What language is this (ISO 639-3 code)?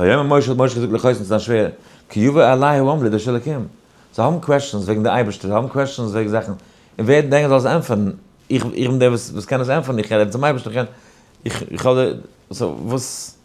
yid